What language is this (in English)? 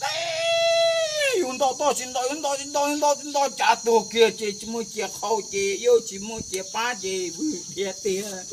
Hmong